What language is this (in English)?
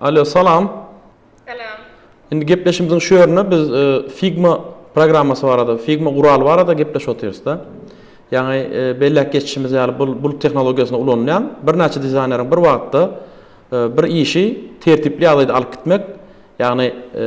Turkmen